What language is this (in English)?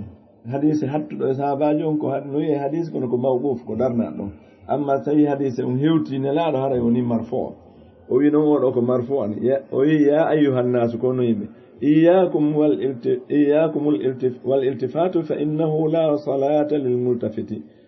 Fula